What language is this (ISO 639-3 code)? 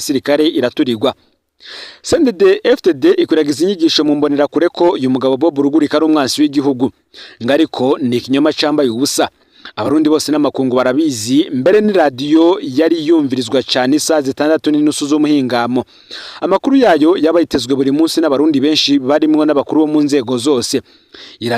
run